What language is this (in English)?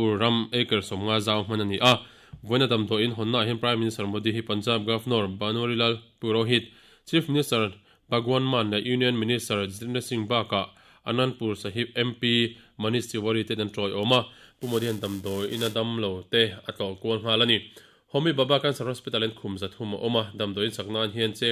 Mizo